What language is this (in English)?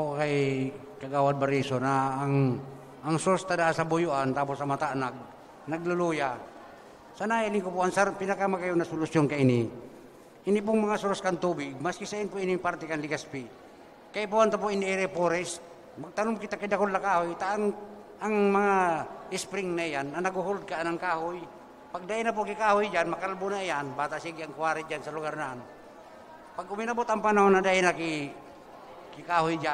Bikol